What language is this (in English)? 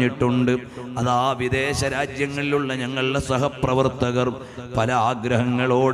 Malayalam